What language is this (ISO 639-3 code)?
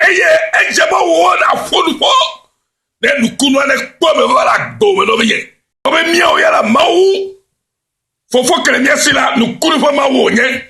ewe